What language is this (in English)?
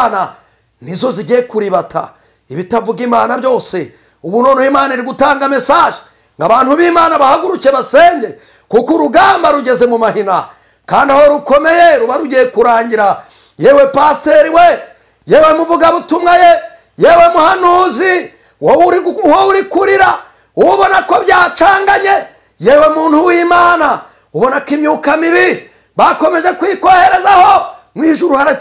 Kinyarwanda